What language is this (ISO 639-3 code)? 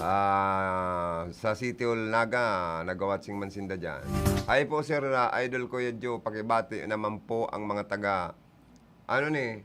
bik